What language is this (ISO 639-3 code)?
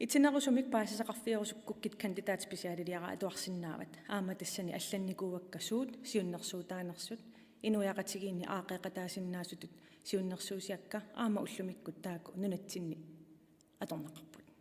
kal